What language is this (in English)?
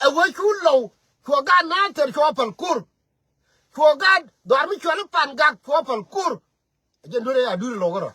Nuer